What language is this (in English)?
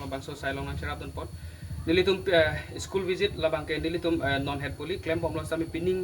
Karbi